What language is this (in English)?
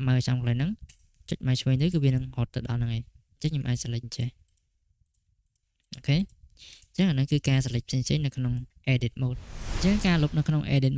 Khmer